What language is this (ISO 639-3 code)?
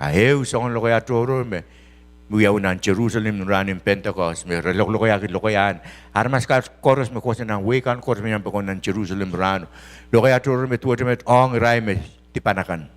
pon